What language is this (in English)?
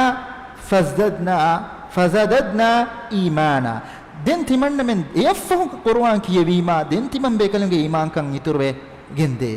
Divehi